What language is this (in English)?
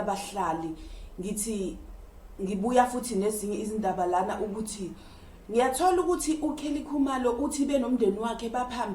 Zulu